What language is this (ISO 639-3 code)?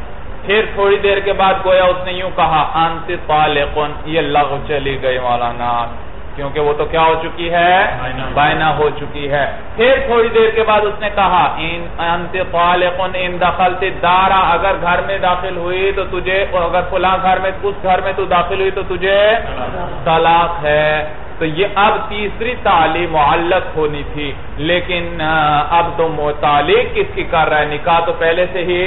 urd